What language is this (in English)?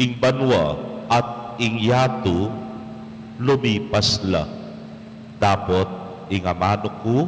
Pampanga